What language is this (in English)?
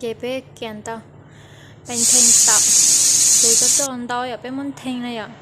Hmong